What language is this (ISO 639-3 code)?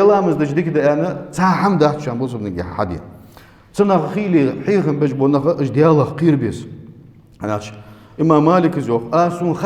inh